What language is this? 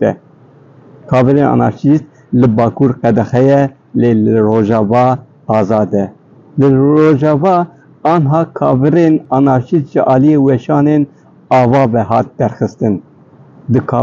Kurdish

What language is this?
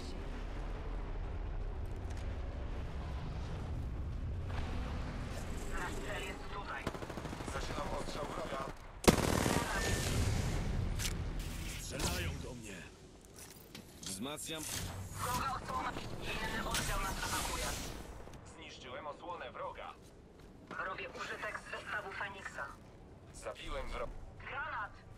Polish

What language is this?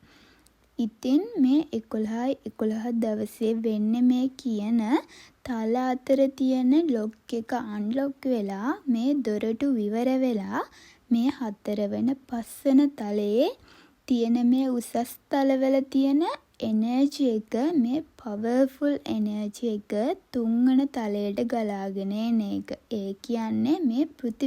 Sinhala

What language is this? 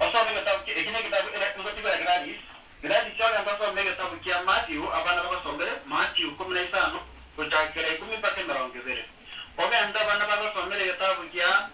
Gusii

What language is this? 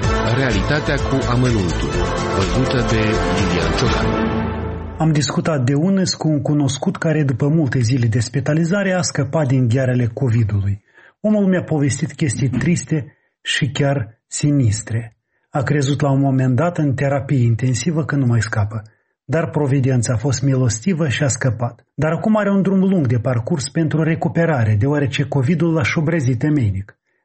Romanian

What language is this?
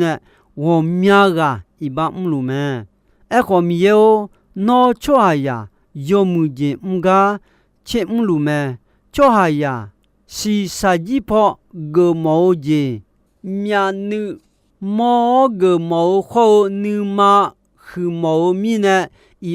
Akha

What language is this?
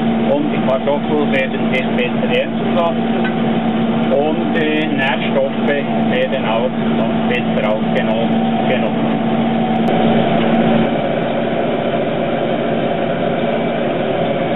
German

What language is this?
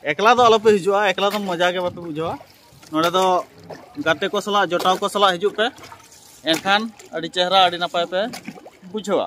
Santali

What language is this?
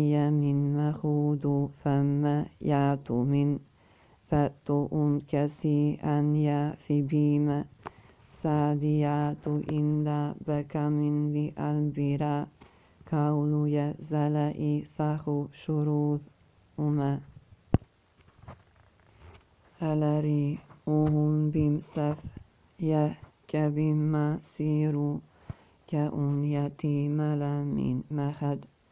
Arabic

